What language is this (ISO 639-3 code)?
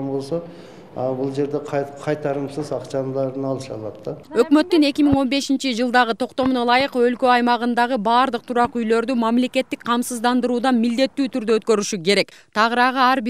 kir